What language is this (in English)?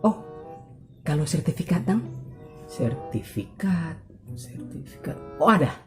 Manado Malay